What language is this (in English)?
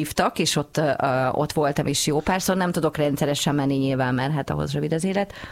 Hungarian